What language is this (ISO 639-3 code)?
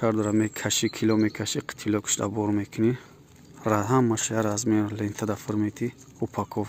tgk